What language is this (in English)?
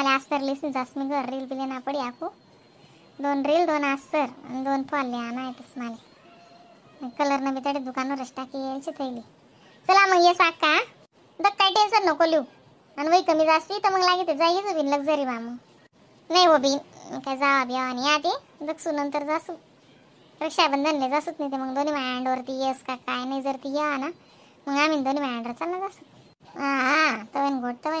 Khandesi